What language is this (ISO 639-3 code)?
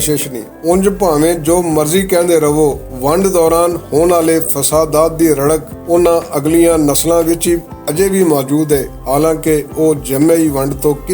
lah